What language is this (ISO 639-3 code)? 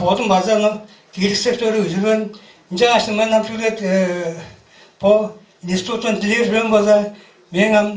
tyv